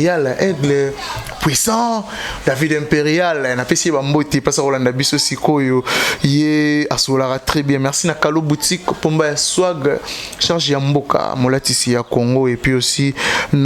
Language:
Lingala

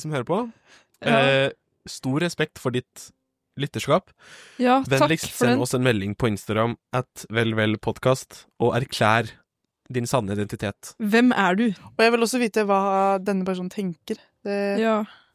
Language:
Norwegian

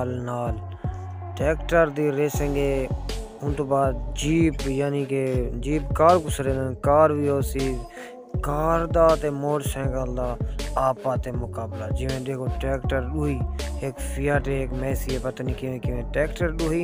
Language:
Saraiki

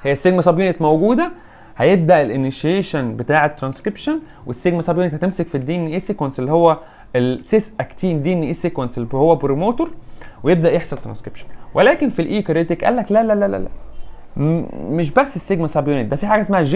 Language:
Egyptian Arabic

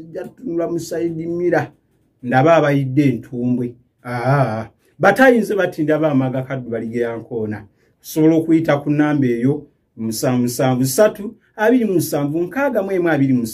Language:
Ganda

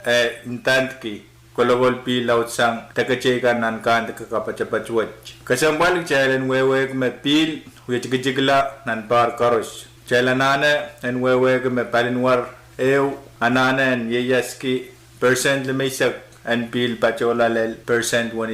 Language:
Pohnpeian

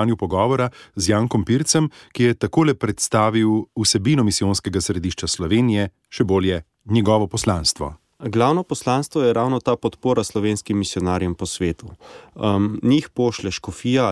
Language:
Slovenian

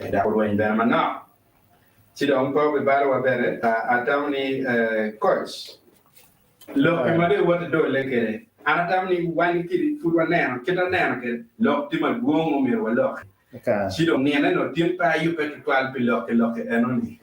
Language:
Acoli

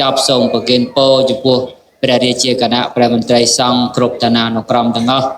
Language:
Khmer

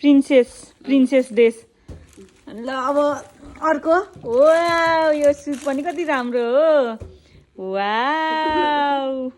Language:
Nepali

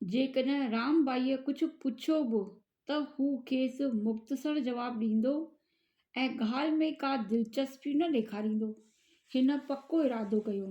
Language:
Sindhi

